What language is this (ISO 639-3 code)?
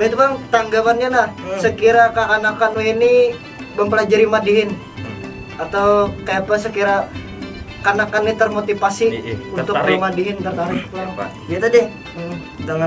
bjn